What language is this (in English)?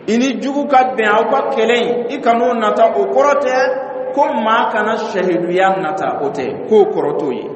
Dyula